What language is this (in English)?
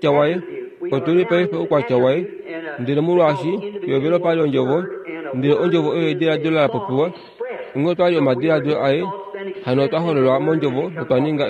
Kuanyama